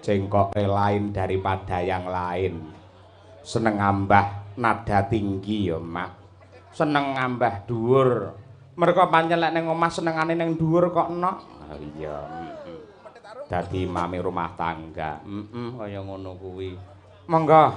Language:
Javanese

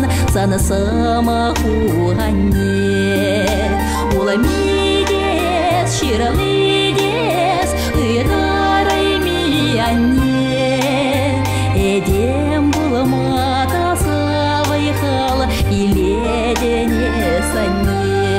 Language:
Chuvash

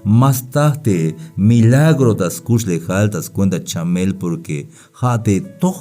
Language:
Tzeltal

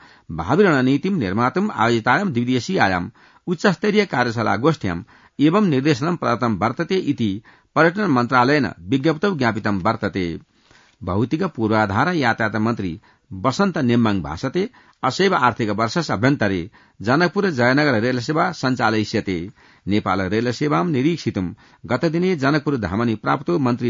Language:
Sanskrit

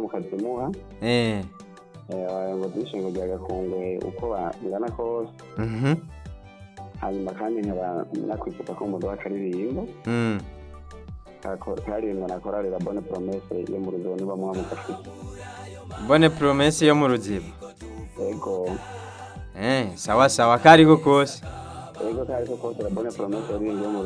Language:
Rundi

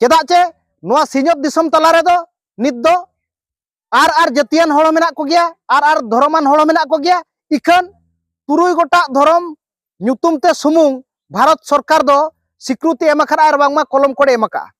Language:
Santali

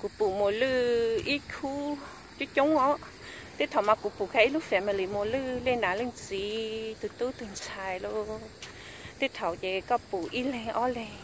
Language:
Hmong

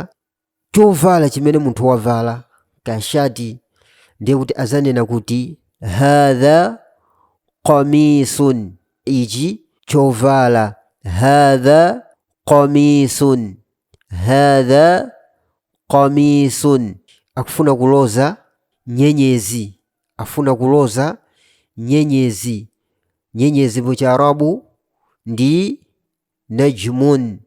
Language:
Nyanja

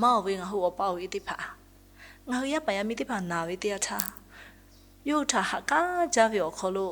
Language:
Lahu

